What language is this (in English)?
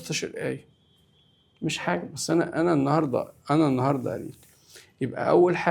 Egyptian Arabic